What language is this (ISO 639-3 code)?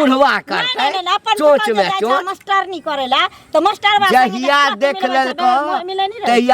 mai